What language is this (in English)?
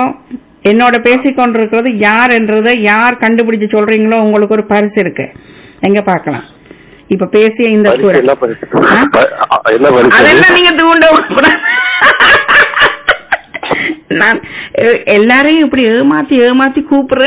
Tamil